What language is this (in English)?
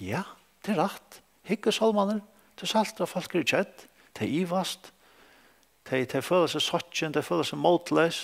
Faroese